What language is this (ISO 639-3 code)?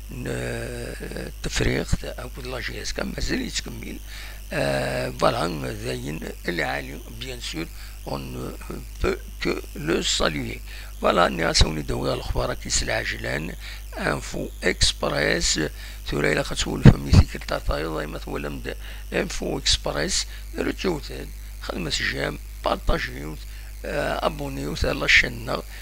kab